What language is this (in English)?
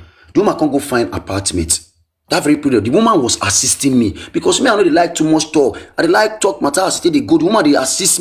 Nigerian Pidgin